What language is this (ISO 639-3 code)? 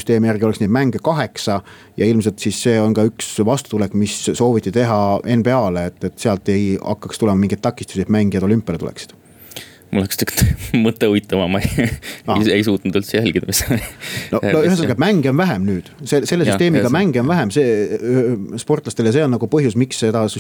est